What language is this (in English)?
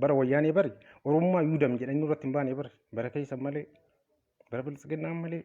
Oromo